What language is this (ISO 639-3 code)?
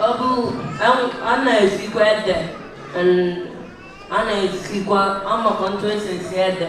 ibo